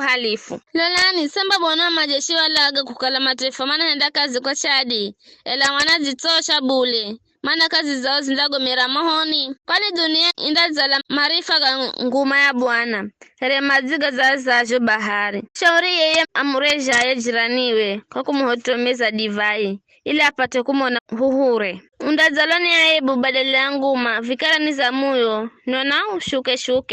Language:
Giryama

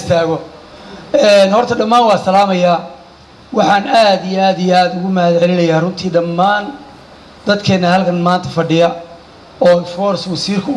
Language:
Somali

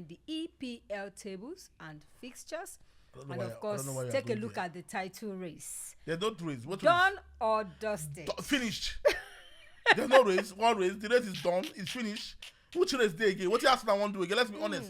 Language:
Nigerian Pidgin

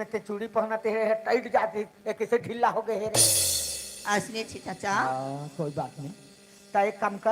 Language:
Chhattisgarhi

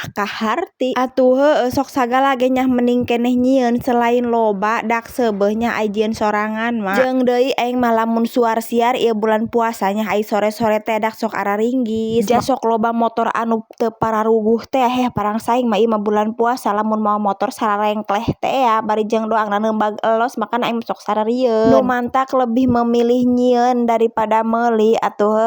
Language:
Sundanese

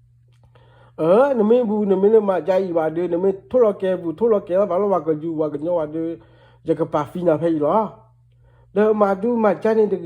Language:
S'gaw Karen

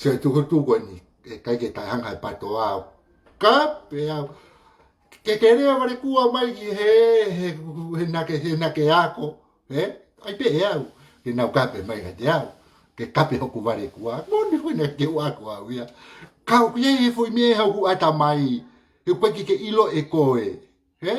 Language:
Tongan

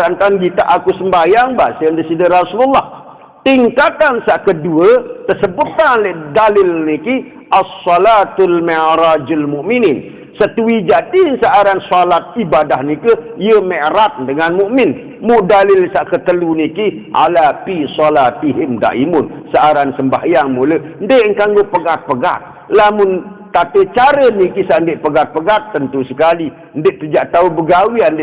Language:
Sasak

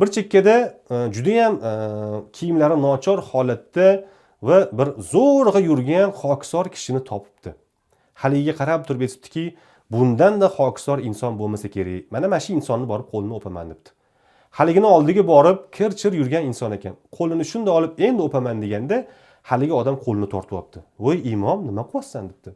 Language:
Uzbek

